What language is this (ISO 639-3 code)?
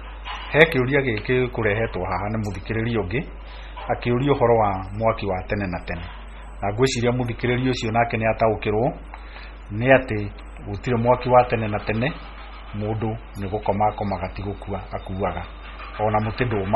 kik